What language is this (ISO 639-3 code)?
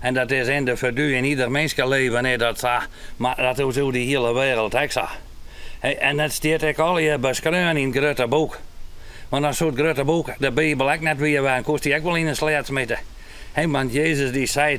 fry